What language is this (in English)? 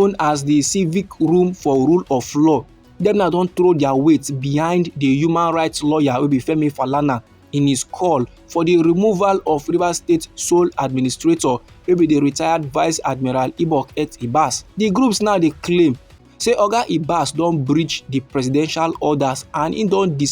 Nigerian Pidgin